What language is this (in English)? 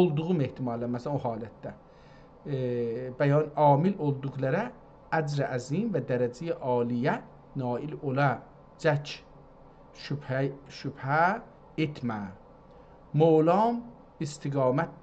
South Azerbaijani